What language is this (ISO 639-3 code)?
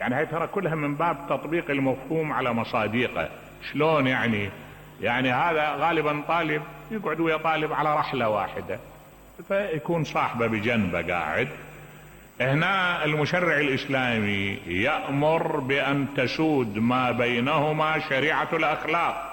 acm